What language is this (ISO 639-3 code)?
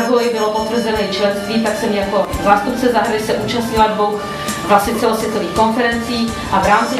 ces